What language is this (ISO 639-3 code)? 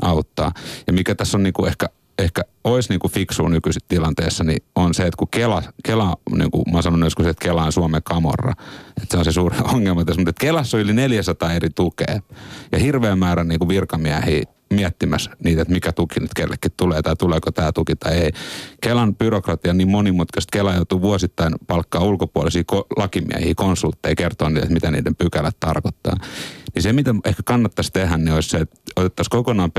fin